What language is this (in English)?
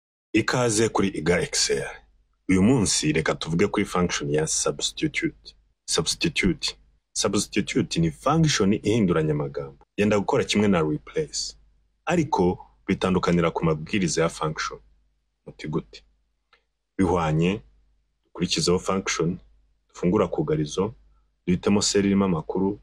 Kinyarwanda